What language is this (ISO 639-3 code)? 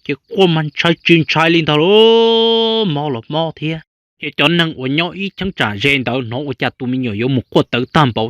hmn